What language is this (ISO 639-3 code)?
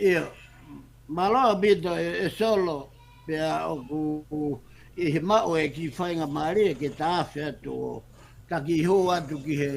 ton